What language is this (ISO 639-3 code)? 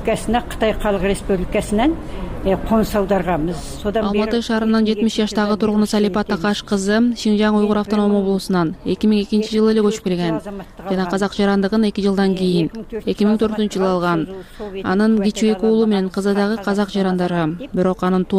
kir